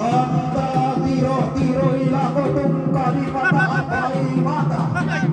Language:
Toraja-Sa'dan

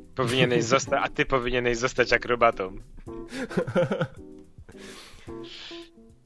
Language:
Polish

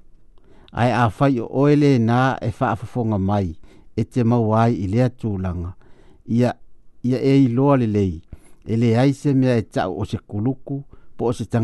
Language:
Samoan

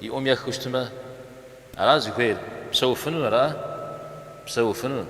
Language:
Kabardian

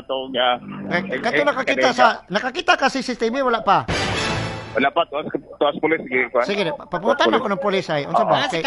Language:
Cebuano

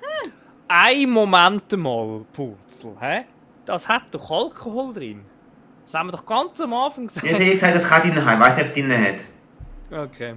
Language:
Swiss German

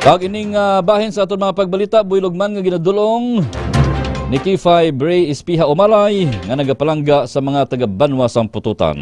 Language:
Hiligaynon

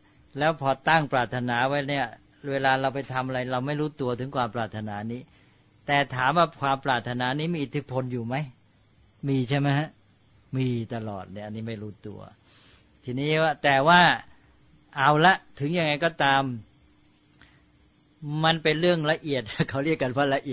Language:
Thai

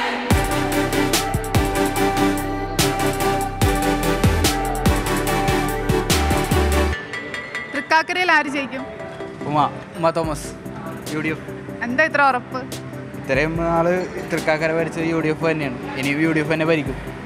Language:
Malayalam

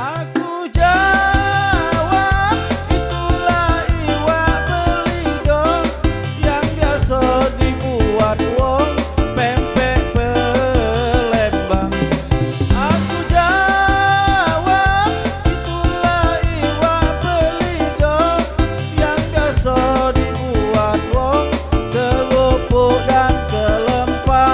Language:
Musi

